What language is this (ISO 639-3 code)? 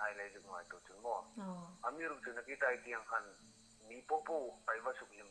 hmr